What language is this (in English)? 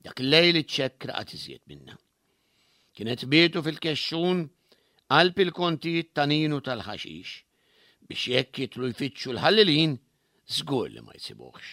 Maltese